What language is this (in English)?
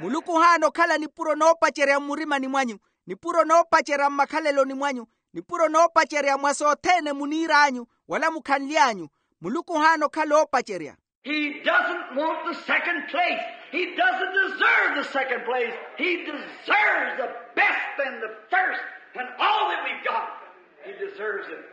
Makhuwa